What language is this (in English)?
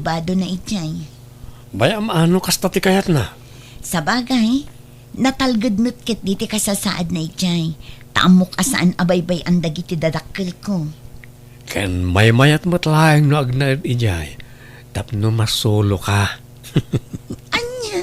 Iloko